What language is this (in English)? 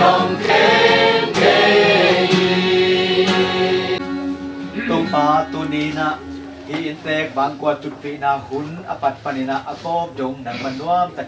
Tedim Chin